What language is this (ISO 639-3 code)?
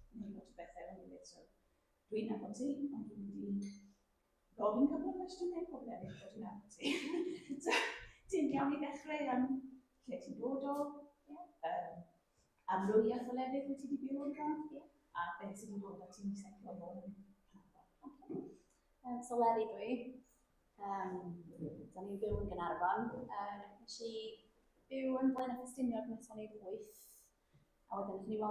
cym